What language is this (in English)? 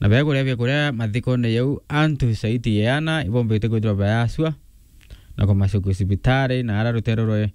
Meru